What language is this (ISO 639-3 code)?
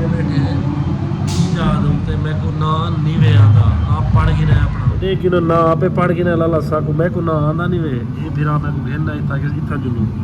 skr